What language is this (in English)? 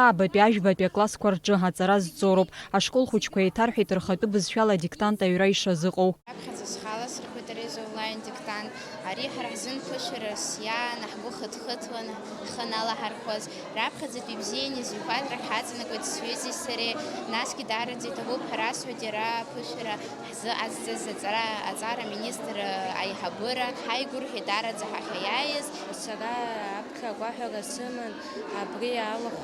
Abkhazian